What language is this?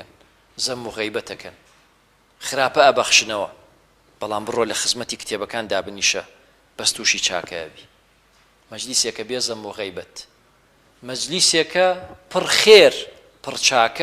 Central Kurdish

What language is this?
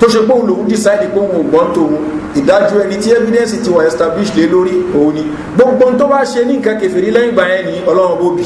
Yoruba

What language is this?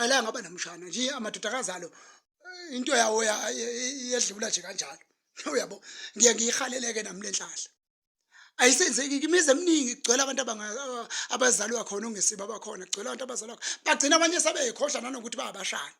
Zulu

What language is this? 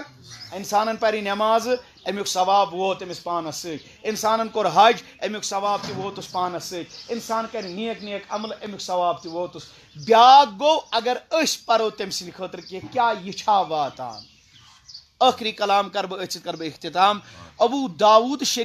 Kashmiri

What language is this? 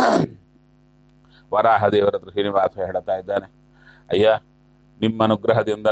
Kannada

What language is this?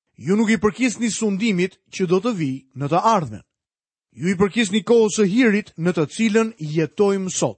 Albanian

